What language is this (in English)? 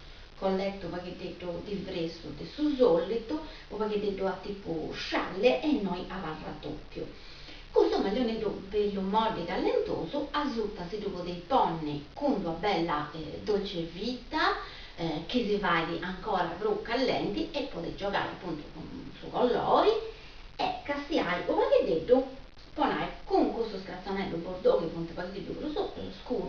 Sardinian